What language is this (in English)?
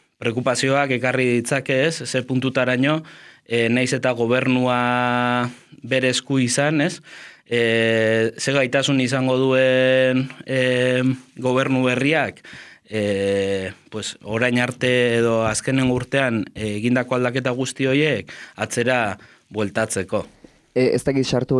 Basque